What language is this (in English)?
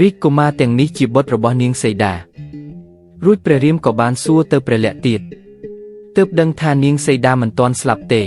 Khmer